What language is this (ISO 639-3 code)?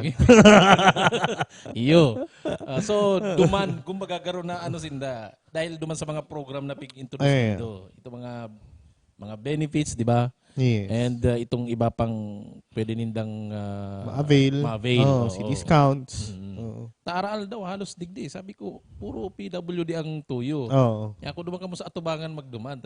bik